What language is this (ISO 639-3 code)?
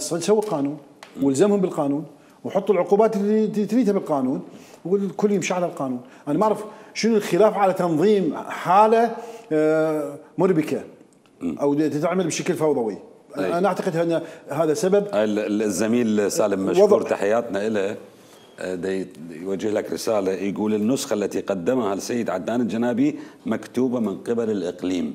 acm